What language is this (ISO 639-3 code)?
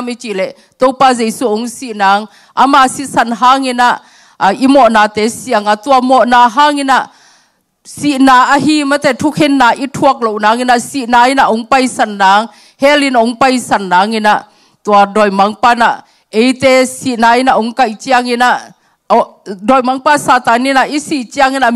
ctd